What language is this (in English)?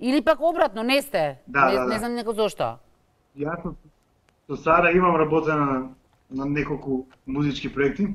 Macedonian